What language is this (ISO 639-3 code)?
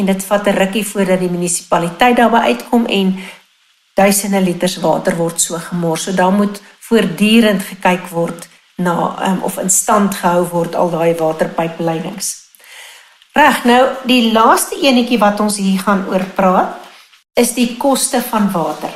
afr